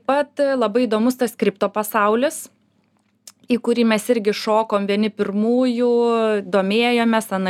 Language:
Lithuanian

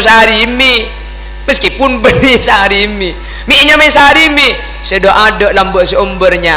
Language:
Madurese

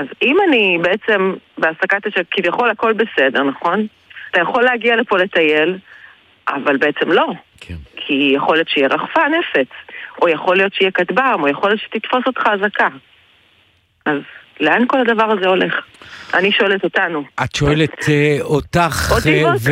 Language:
Hebrew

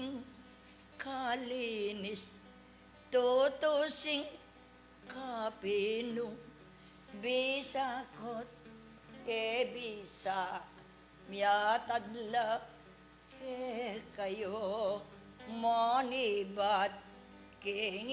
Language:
Pampanga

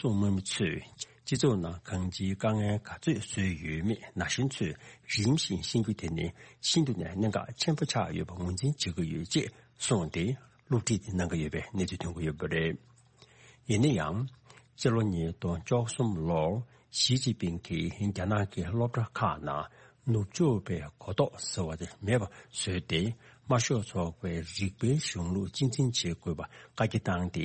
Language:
Tibetan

